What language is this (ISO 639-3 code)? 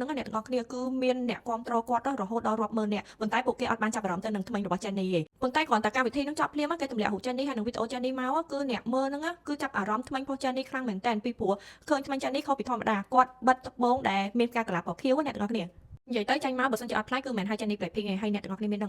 khm